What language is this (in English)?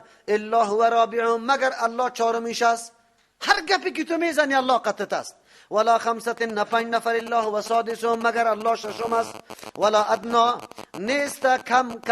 Persian